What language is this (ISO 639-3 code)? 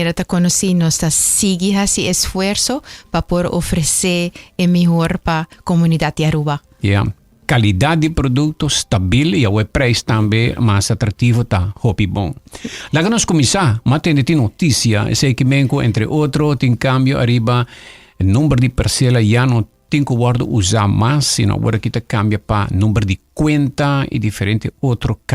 pap